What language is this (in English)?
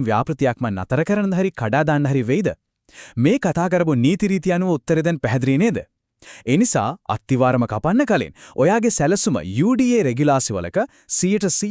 Sinhala